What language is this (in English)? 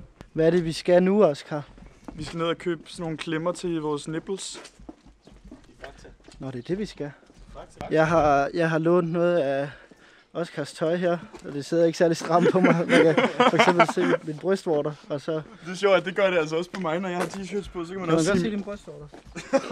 Danish